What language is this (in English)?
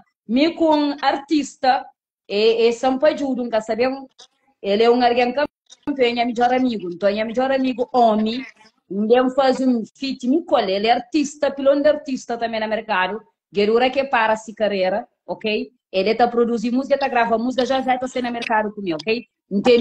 Kabuverdianu